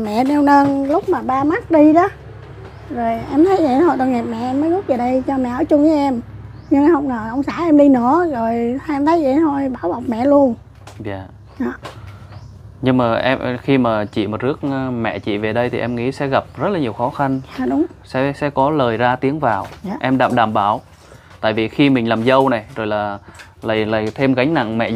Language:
Vietnamese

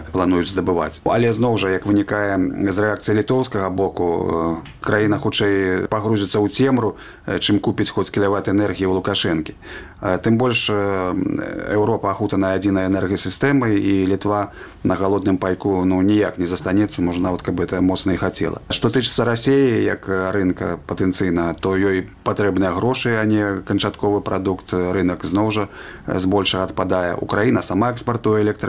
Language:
Belarusian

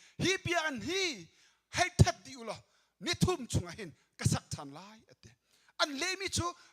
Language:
Hakha Chin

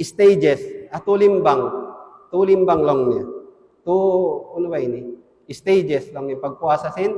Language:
Tausug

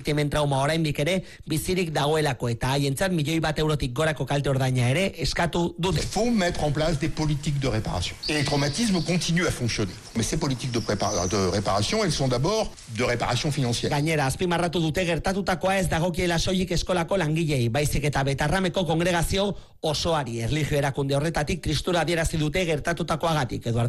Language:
Basque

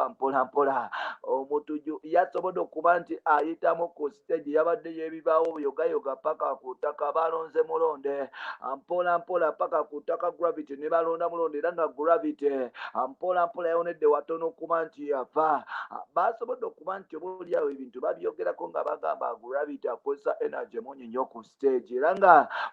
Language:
Ganda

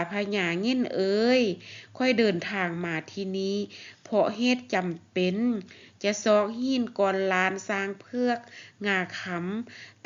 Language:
Lao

